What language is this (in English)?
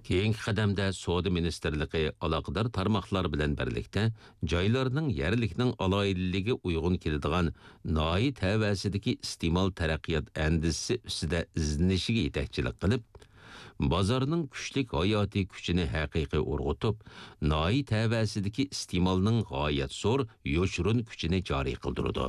Uyghur